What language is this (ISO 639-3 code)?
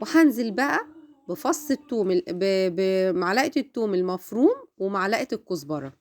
arz